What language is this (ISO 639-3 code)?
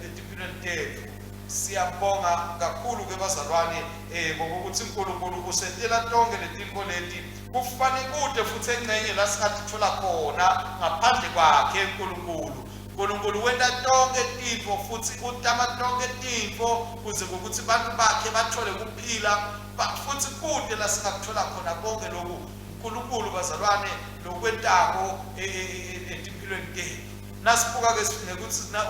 ssw